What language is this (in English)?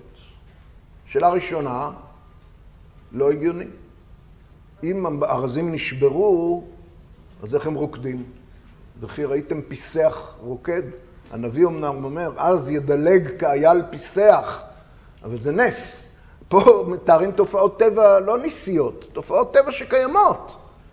Hebrew